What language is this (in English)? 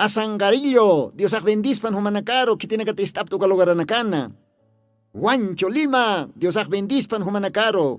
Aymara